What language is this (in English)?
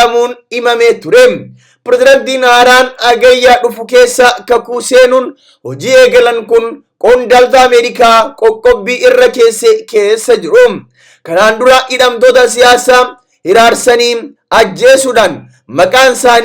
Oromo